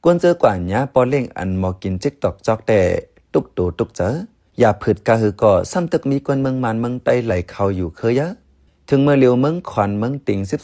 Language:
Shan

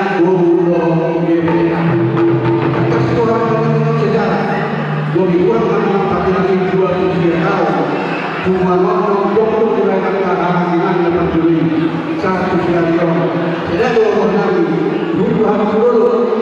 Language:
Batak Toba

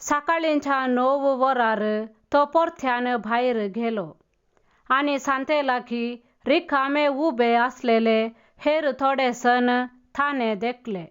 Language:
Konkani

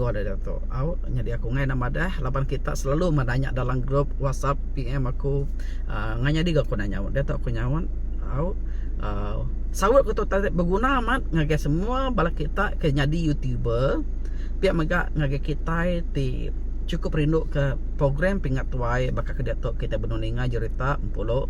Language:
Iban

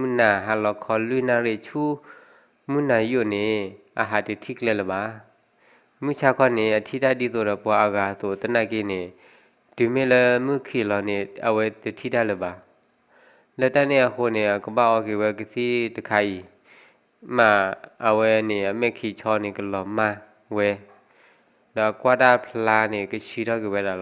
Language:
S'gaw Karen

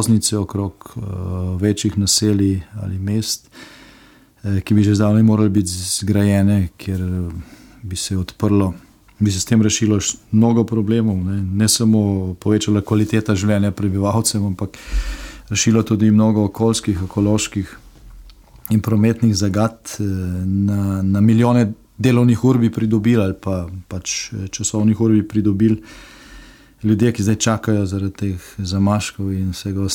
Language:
Slovenian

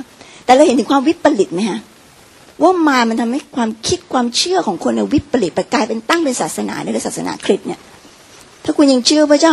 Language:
Thai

